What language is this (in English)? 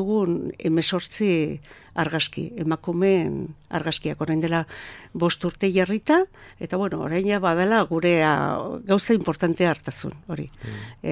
Basque